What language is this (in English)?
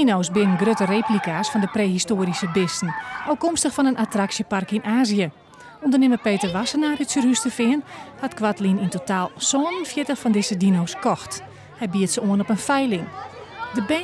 Western Frisian